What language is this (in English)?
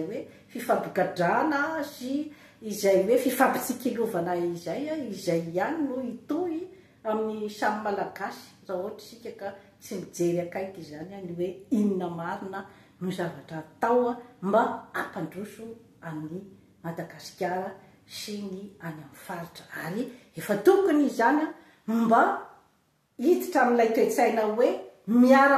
Malagasy